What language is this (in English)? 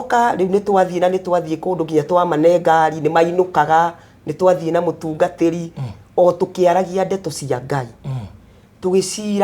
Kikuyu